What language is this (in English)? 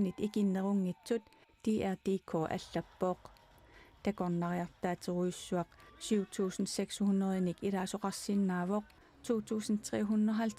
Kalaallisut